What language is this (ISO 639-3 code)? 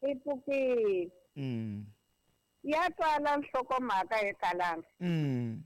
tso